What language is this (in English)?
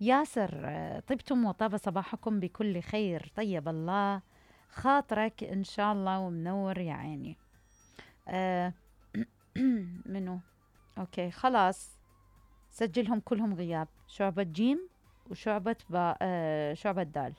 Mesopotamian Arabic